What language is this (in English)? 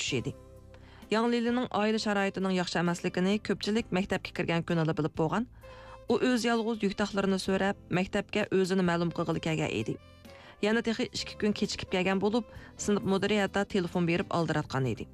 Uyghur